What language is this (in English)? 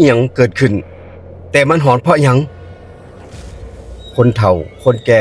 Northeastern Thai